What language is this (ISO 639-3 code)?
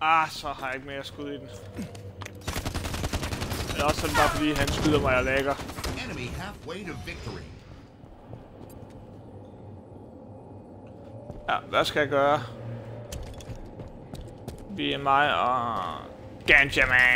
dan